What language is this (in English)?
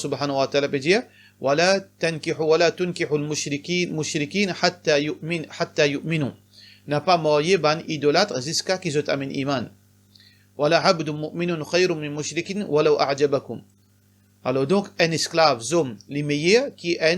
Morisyen